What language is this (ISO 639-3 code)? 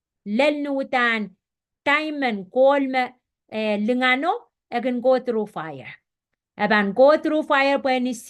pon